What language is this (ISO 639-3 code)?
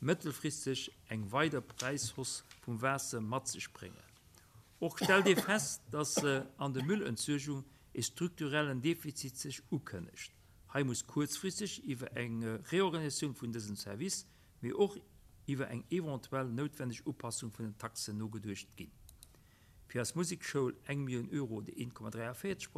ltz